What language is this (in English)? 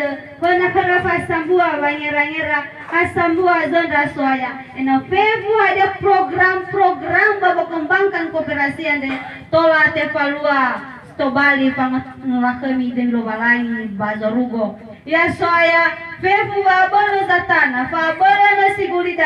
Nias